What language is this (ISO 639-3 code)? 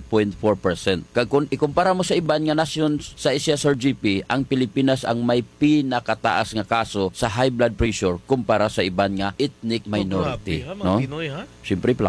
hil